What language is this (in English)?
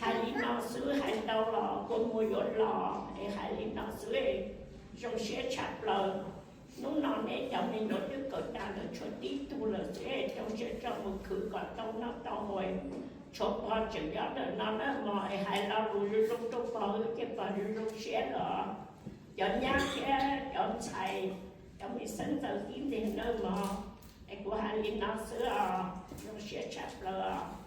Hmong